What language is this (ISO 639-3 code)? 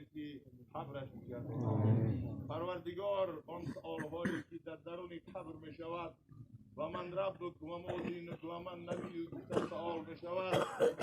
tgk